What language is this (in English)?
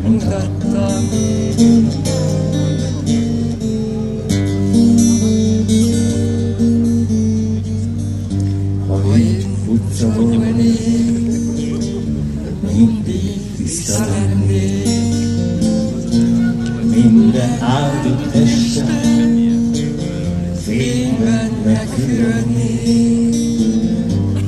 Hungarian